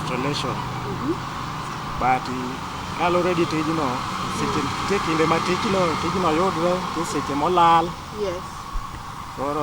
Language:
Luo (Kenya and Tanzania)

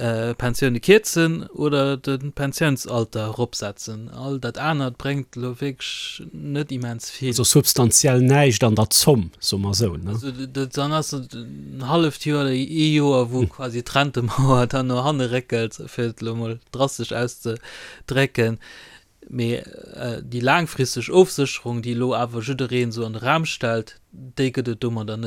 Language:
Luxembourgish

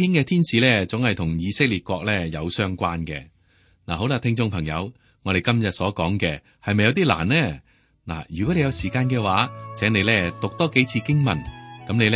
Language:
Cantonese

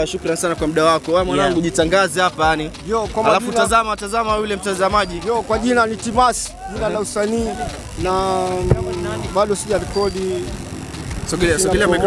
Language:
Swahili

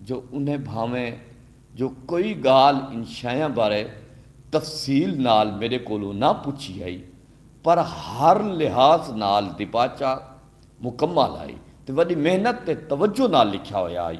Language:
Saraiki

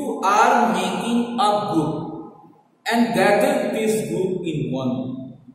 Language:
Hindi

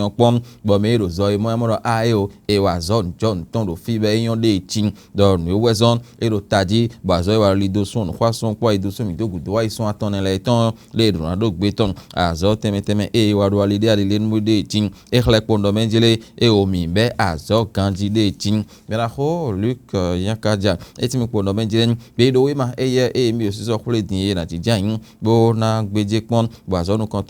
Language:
Fon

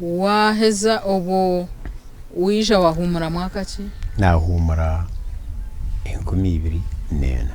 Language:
Nyankole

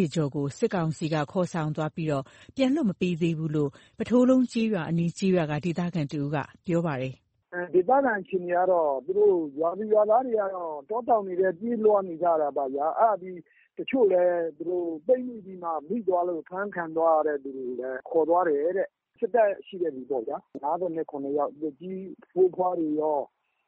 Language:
Burmese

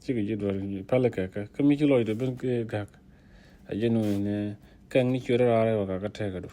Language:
Nuer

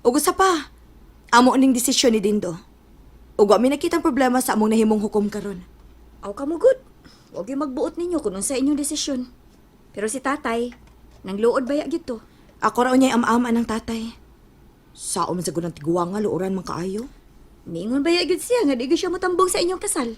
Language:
Cebuano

